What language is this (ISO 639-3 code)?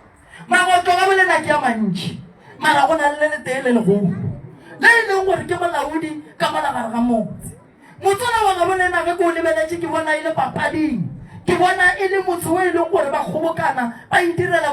nso